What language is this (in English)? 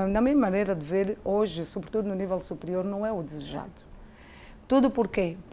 Portuguese